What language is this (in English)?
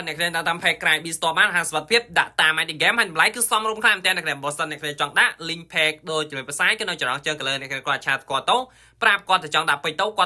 Khmer